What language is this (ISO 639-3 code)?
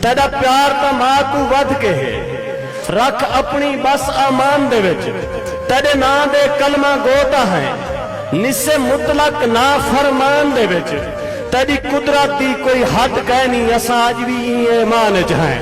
skr